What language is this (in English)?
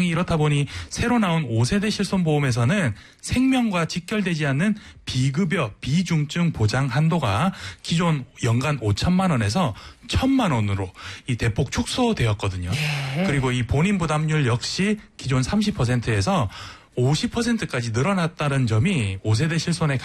Korean